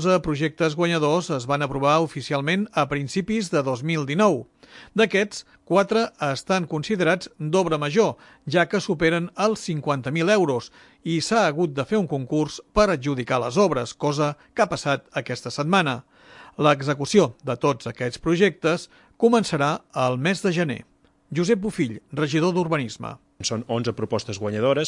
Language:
Catalan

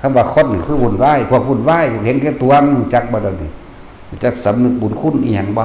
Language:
Northeastern Thai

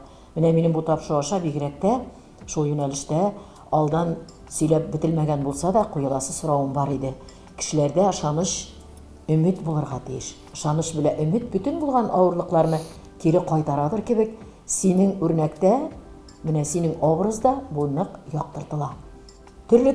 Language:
Tatar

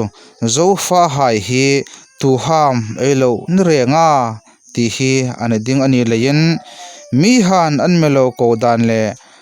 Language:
Hmar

